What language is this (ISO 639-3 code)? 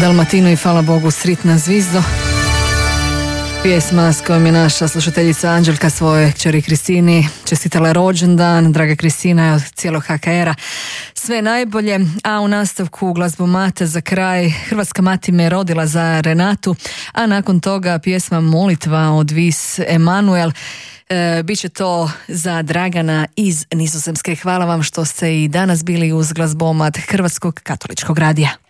hrv